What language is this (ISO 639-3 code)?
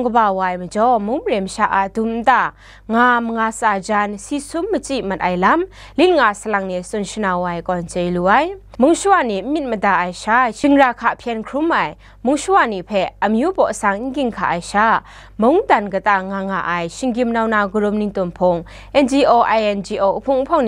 kac